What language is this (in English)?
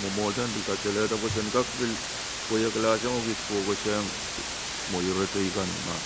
Pohnpeian